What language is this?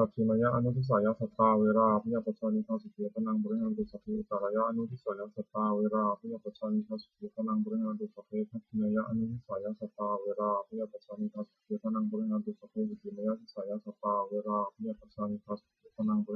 Pali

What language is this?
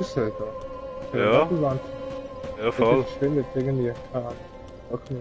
Swiss German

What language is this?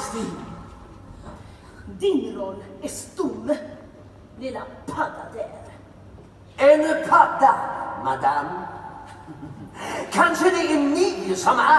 Swedish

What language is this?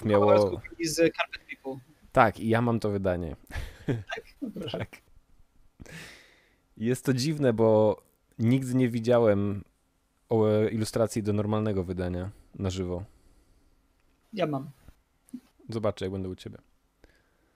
Polish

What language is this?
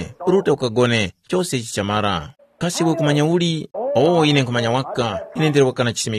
Tumbuka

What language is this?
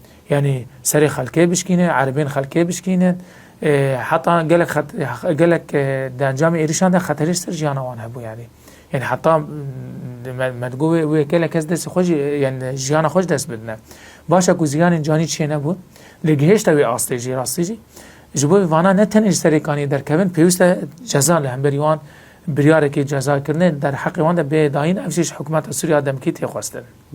Kurdish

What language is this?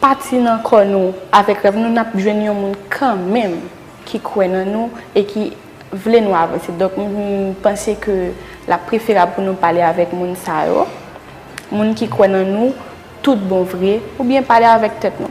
Haitian Creole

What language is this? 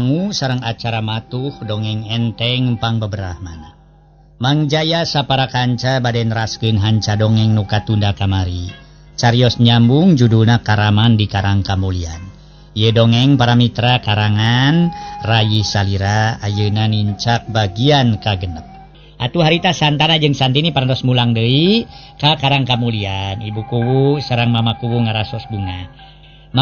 Sundanese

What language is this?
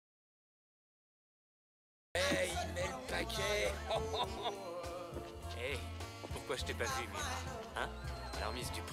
French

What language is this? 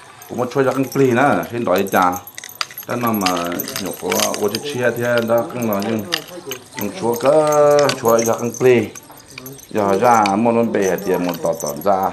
Hmong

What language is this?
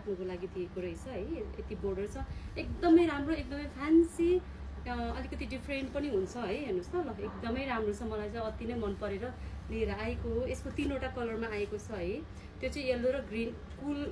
Nepali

